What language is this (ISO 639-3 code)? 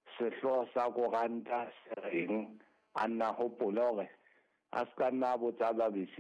sot